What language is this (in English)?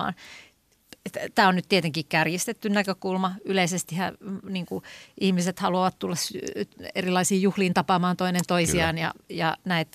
Finnish